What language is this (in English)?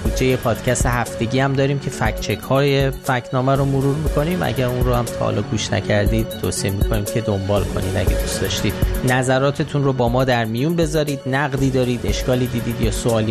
Persian